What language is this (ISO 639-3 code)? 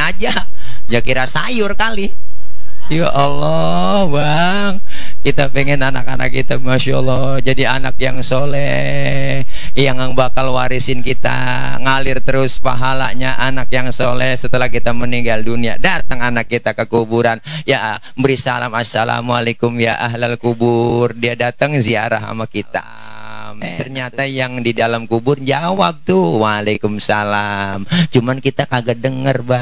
bew